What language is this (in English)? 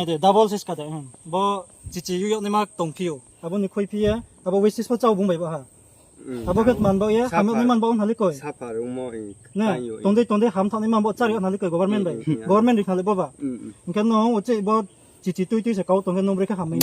Riang (India)